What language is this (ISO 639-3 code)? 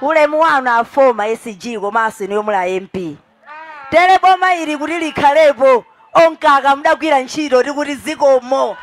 nya